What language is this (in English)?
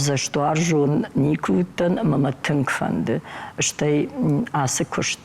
Ossetic